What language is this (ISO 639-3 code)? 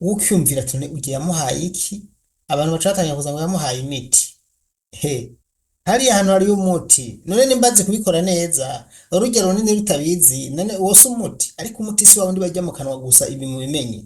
run